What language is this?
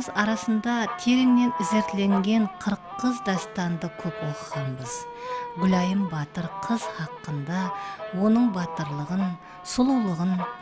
Kara-Kalpak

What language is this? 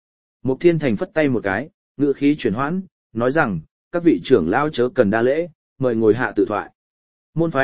Vietnamese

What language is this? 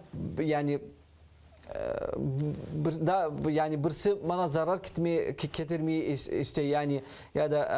Crimean Tatar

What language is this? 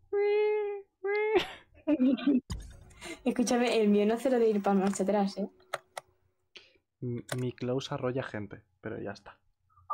Spanish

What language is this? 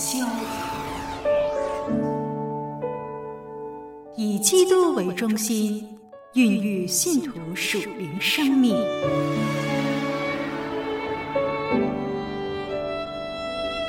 Chinese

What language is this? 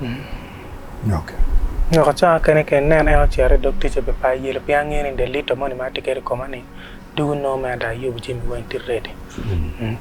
Acoli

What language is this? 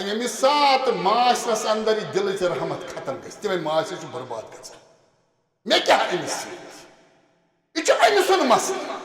Kashmiri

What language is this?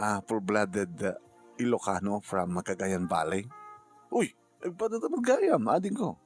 Iloko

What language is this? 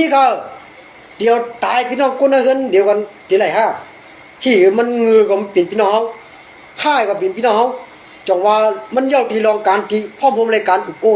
Shan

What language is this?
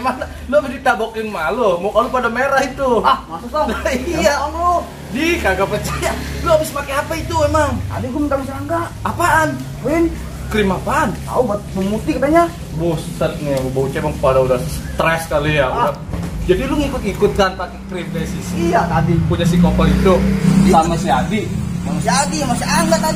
Betawi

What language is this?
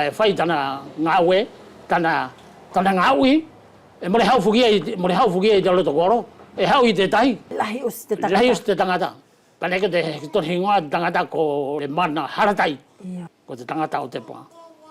Wallisian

